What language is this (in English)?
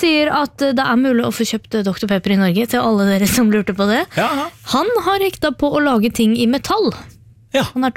Norwegian